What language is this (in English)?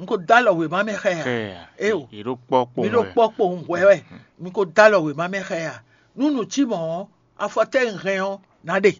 Fon